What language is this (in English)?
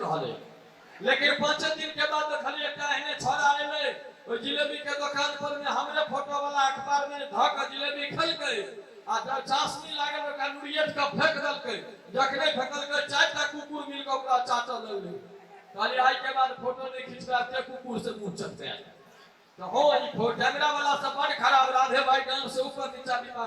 Maithili